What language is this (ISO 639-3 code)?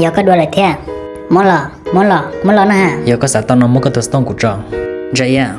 hmn